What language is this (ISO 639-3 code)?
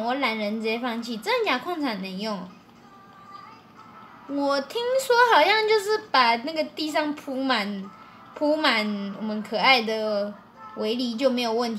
zho